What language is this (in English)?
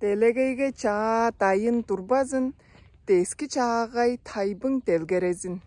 Tuvinian